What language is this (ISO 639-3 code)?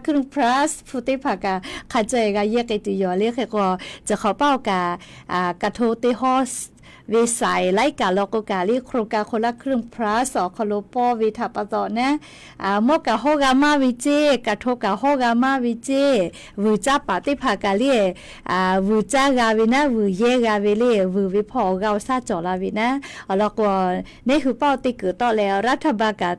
lhu